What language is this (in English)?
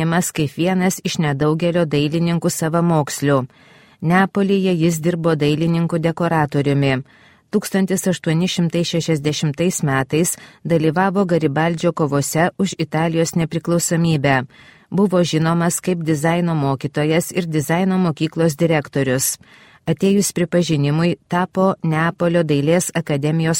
Lithuanian